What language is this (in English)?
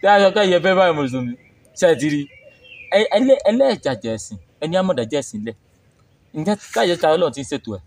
Yoruba